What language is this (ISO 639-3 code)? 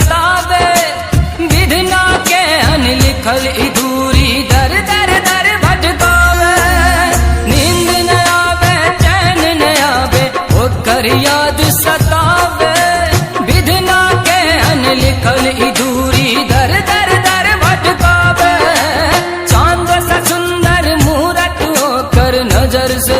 mai